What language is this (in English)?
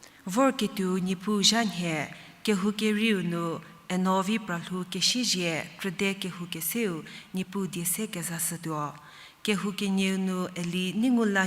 Angami Naga